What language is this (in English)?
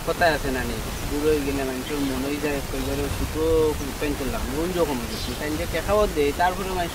Sylheti